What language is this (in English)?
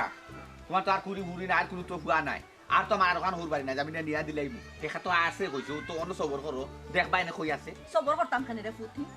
Sylheti